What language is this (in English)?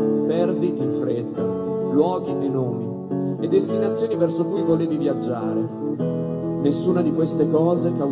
Italian